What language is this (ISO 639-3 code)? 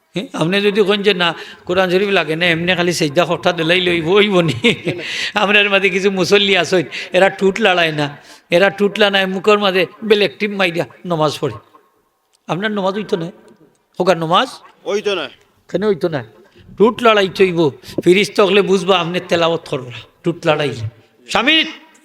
syl